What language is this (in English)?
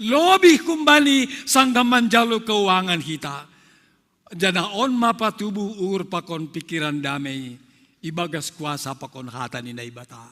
Batak Simalungun